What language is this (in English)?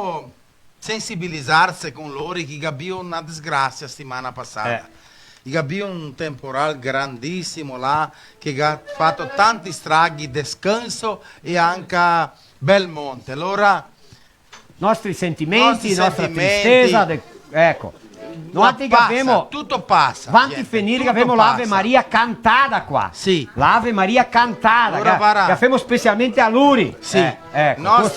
Venetian